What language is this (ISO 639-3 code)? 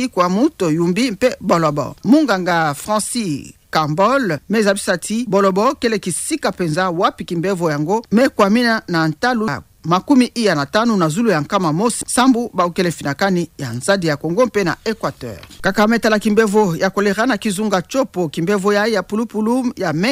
ktu